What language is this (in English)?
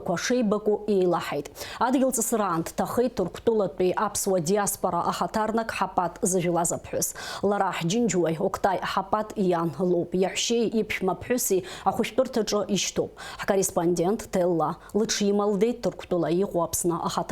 Abkhazian